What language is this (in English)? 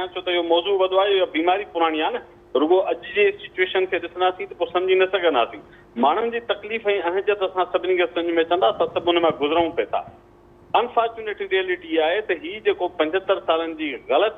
Sindhi